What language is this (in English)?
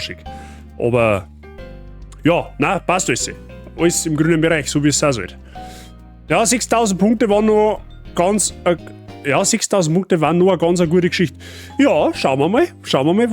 Bavarian